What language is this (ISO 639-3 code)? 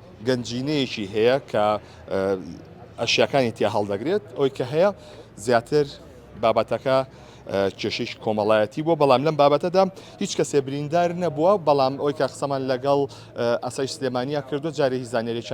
ckb